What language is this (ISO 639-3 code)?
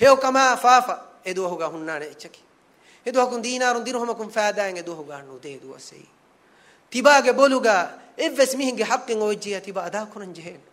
div